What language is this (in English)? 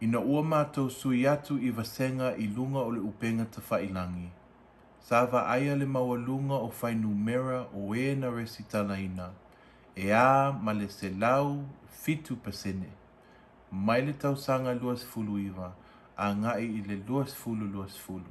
Samoan